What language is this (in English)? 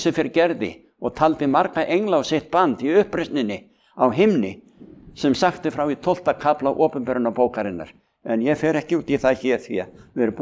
Icelandic